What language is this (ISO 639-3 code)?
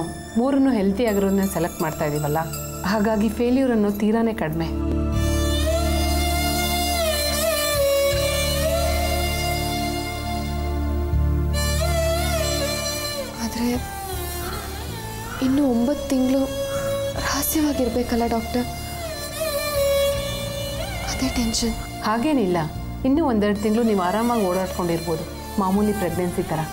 kan